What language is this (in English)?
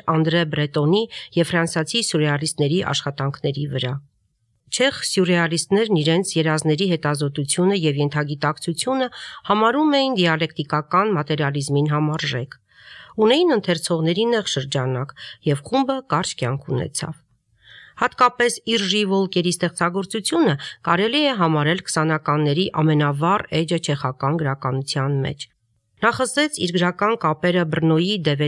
Armenian